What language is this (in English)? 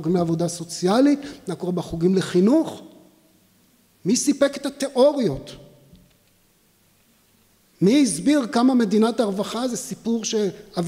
Hebrew